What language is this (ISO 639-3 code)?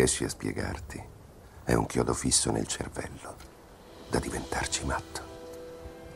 ita